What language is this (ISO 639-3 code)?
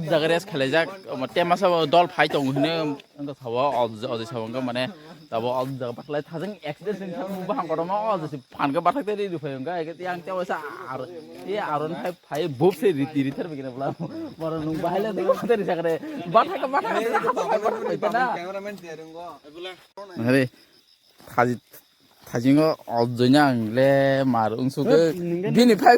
trp